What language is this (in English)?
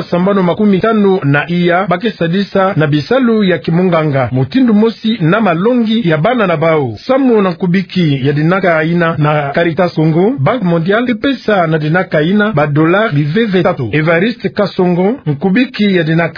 Kituba (Democratic Republic of Congo)